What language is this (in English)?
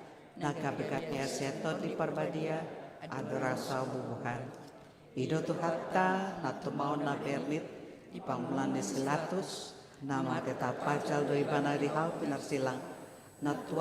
Batak Toba